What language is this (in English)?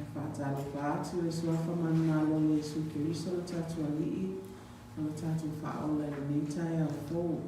Samoan